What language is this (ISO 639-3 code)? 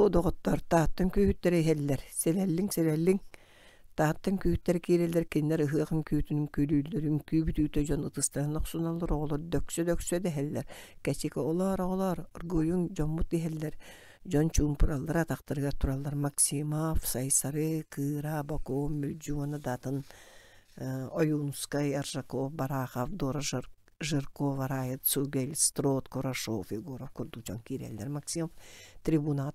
sah